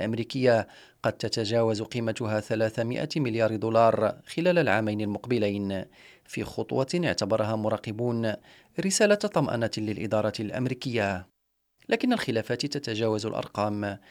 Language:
Arabic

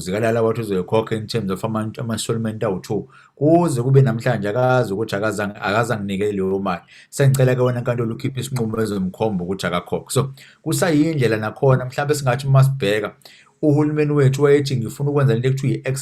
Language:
Zulu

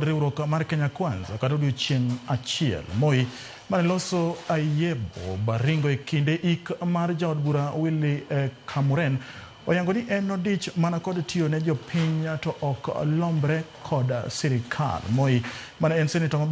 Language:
Luo (Kenya and Tanzania)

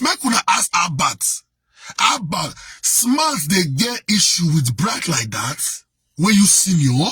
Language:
Nigerian Pidgin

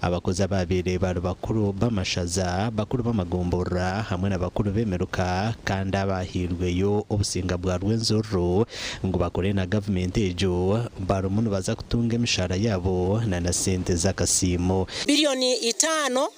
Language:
Nyankole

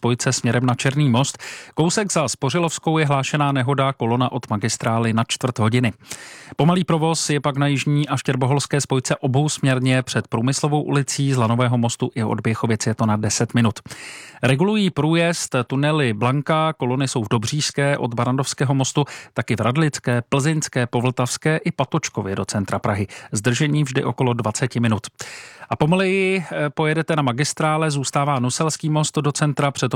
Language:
Czech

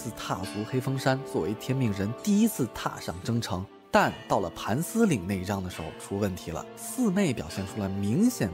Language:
Chinese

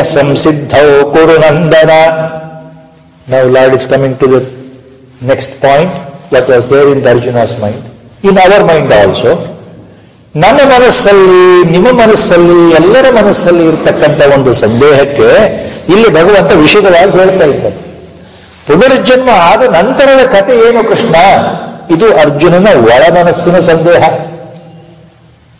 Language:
Kannada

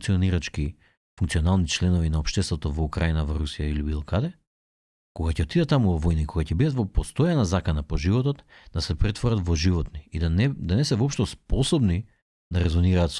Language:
Macedonian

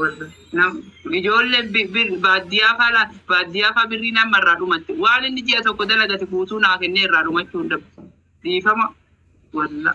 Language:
Oromo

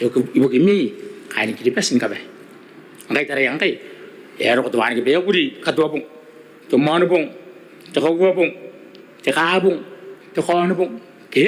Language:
Gilbertese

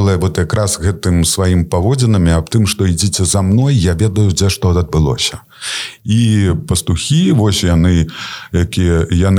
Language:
Belarusian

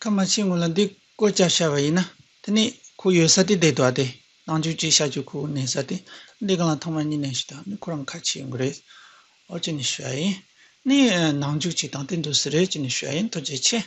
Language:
Tibetan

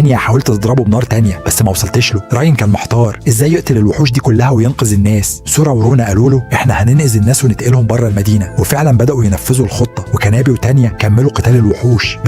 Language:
Egyptian Arabic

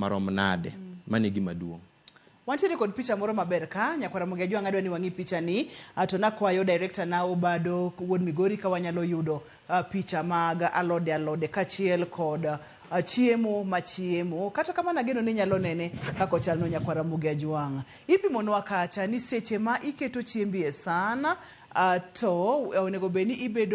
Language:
Luo (Kenya and Tanzania)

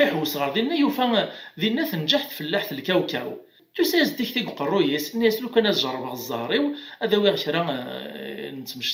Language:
Kabyle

